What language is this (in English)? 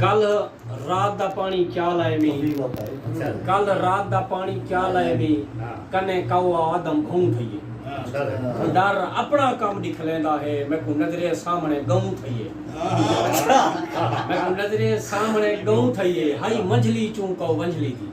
Saraiki